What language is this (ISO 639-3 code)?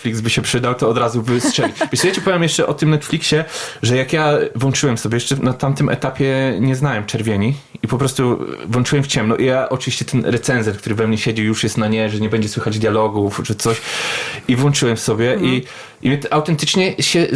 pol